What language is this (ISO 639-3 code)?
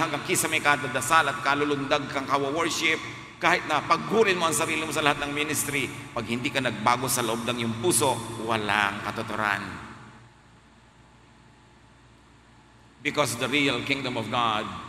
fil